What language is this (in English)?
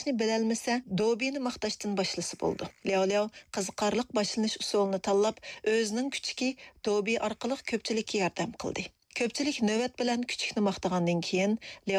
Uyghur